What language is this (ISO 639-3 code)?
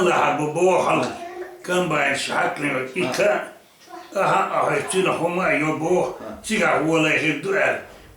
che